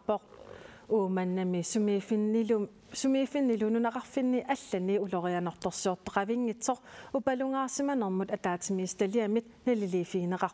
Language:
Kalaallisut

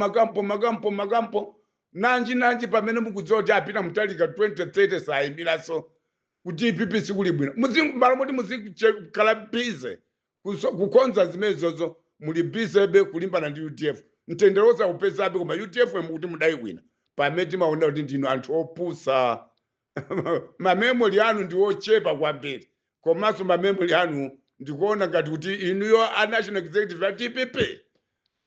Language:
Nyanja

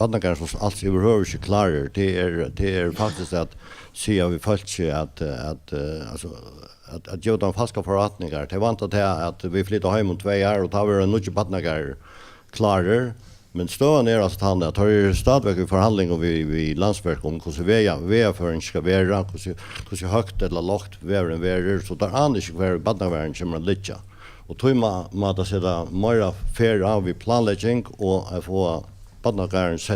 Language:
Faroese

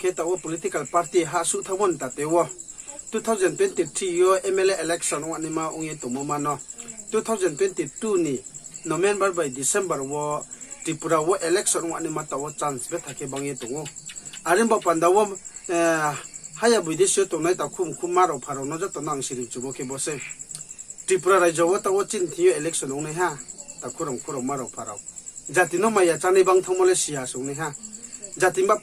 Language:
Riang (India)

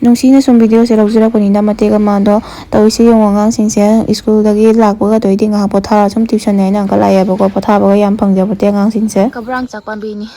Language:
Manipuri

